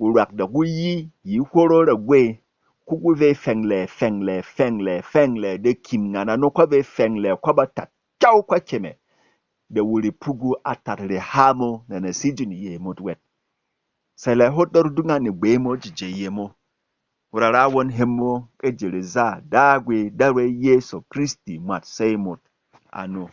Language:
Berom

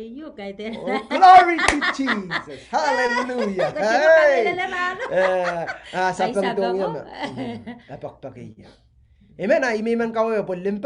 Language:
Pohnpeian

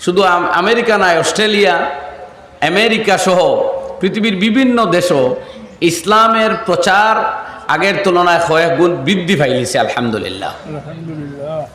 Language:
Sylheti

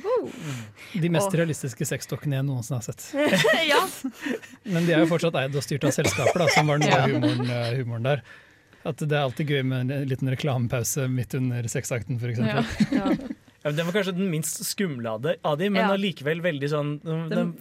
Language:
Norwegian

